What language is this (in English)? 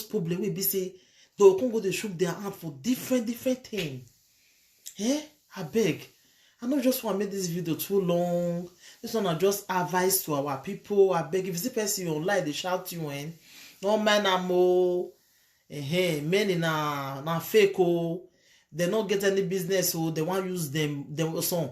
Nigerian Pidgin